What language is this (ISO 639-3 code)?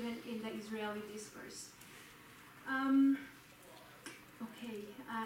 heb